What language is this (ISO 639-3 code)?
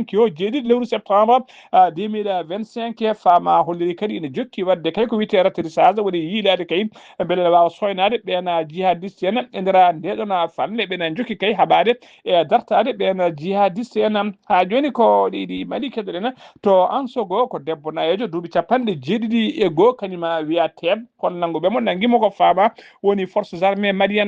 ful